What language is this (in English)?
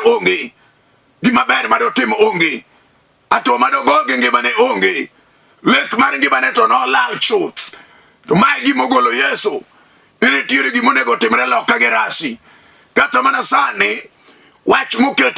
Luo (Kenya and Tanzania)